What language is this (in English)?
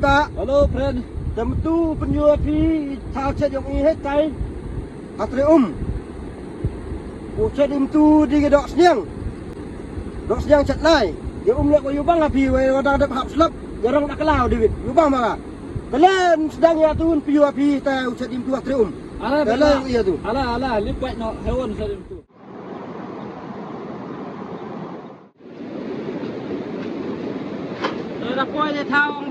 Malay